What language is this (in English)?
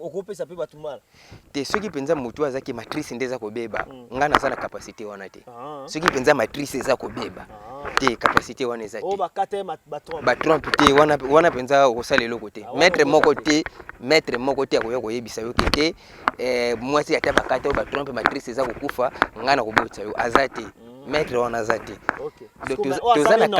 Lingala